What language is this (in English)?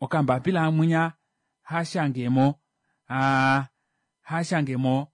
Kuanyama